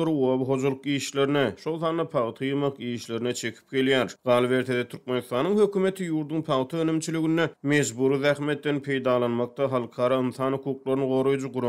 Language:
Turkmen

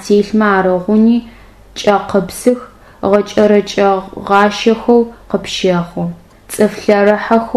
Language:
Adyghe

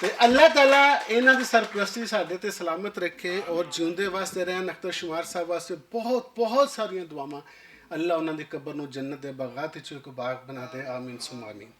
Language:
Western Panjabi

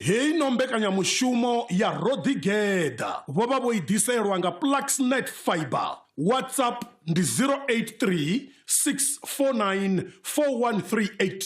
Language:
Venda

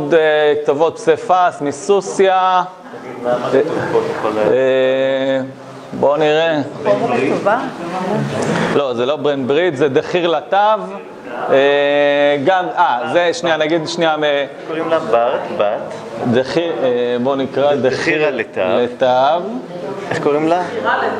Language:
Hebrew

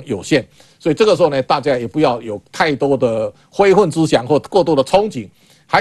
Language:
Chinese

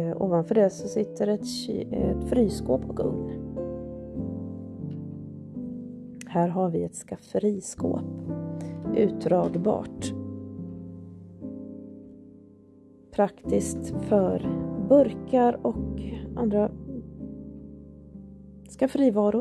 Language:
Swedish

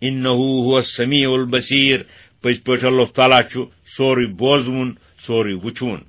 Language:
Kashmiri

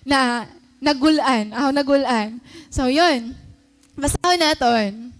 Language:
Waray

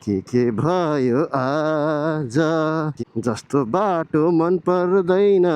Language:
Nepali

